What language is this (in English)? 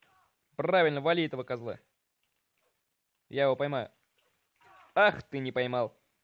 Russian